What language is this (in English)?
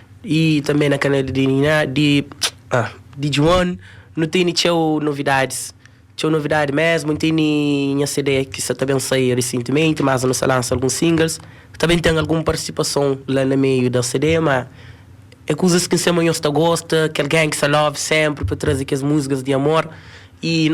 Kabuverdianu